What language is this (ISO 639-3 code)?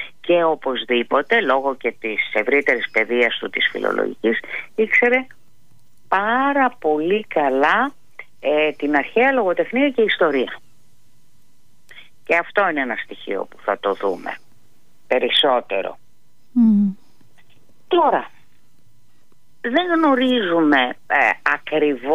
ell